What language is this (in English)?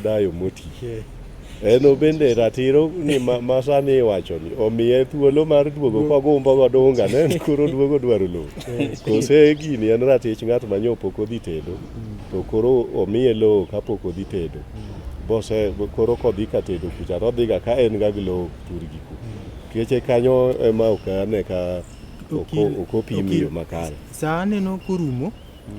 Luo (Kenya and Tanzania)